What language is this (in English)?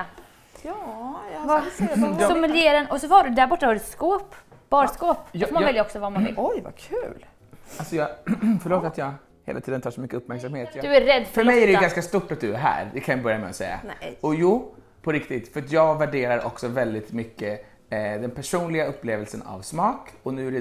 Swedish